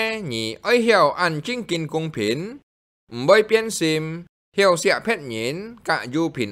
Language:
Hakka Chinese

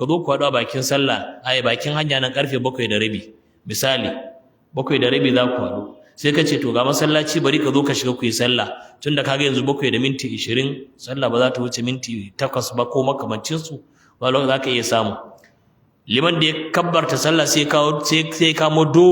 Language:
Hausa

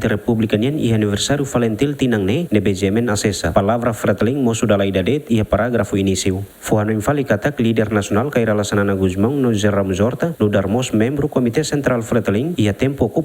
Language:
Tetum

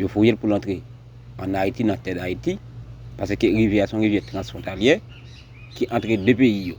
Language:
Haitian Creole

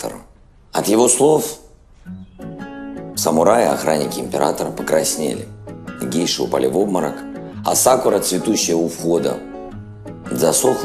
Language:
Russian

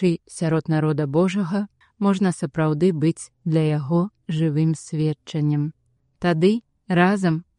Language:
Belarusian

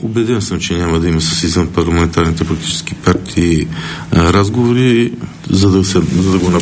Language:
Bulgarian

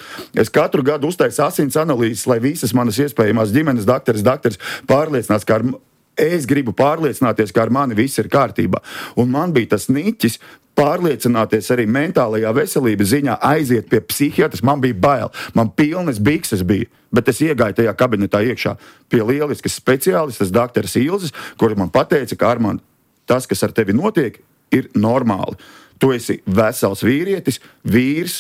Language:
Latvian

